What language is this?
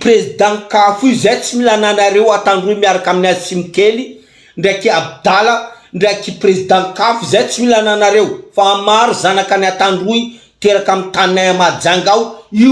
Malagasy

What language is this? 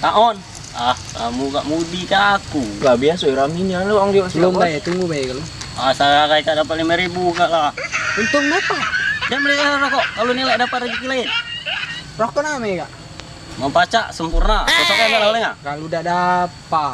Musi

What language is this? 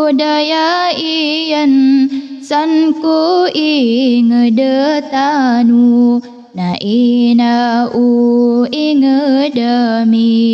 Maranao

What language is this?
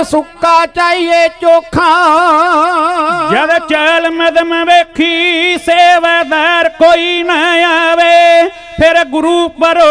Punjabi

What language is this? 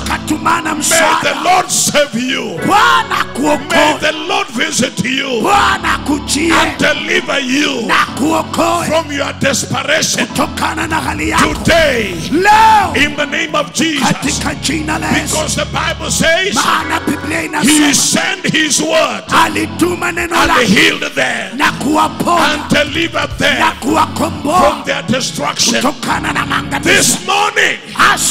Swahili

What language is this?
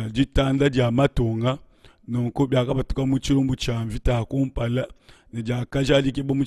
Luba-Lulua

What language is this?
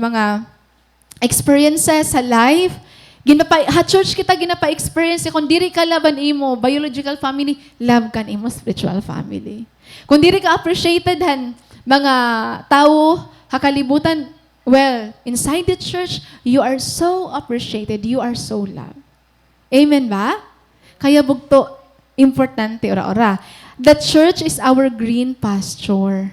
Waray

